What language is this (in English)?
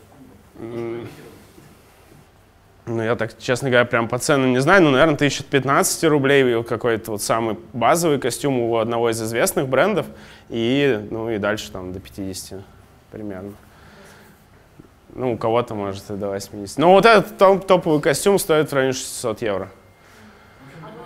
Russian